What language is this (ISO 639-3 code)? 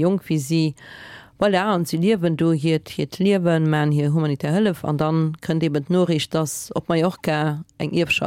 ltz